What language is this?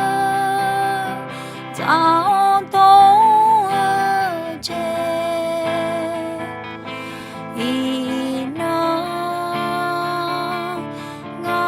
Akha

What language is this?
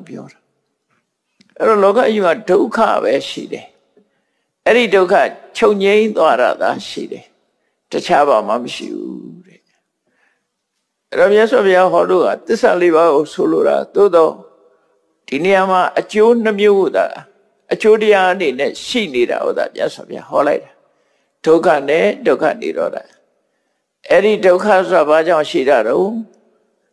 Burmese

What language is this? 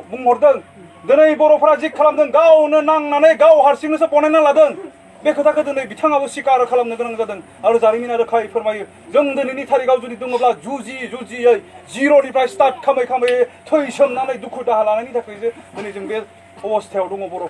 Bodo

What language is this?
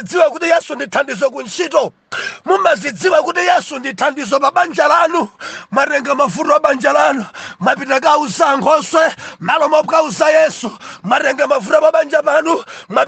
Nyanja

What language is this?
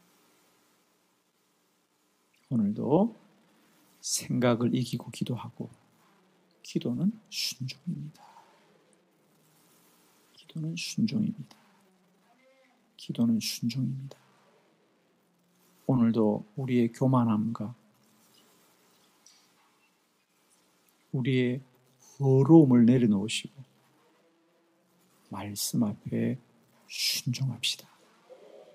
Korean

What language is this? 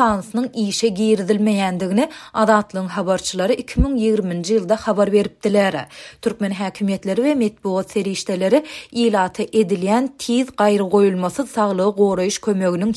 Turkmen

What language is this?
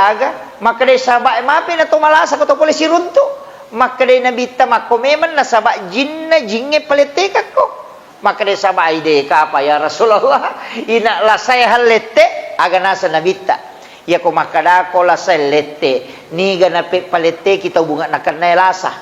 Buginese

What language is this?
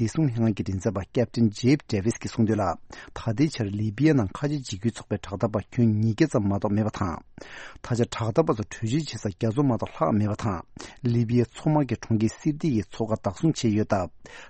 Tibetan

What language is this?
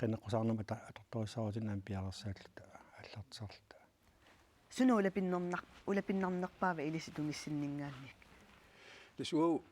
Kalaallisut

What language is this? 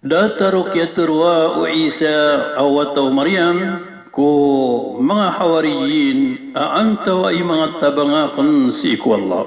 Maranao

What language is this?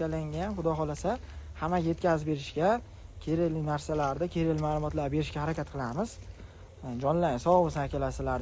Uzbek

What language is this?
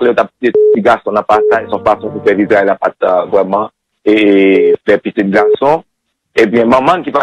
Haitian Creole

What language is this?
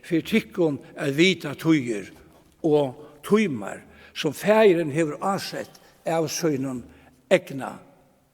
Faroese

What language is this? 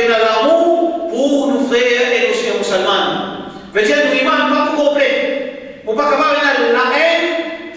Morisyen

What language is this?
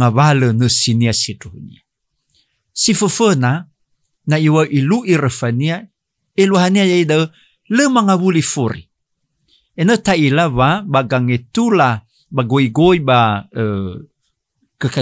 Nias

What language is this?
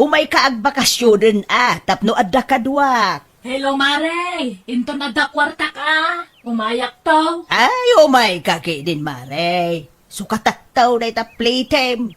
Iloko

